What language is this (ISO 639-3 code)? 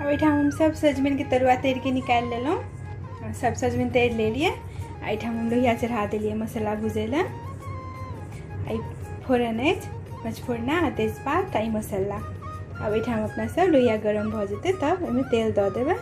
mai